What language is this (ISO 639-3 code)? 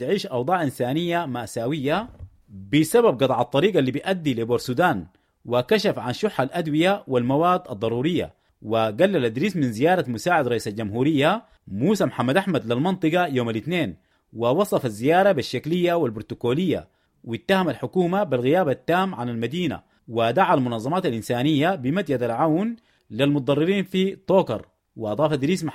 apd